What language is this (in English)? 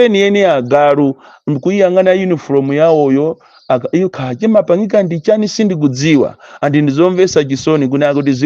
Nyanja